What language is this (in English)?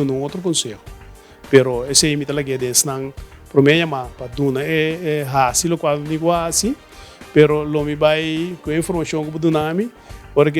Papiamento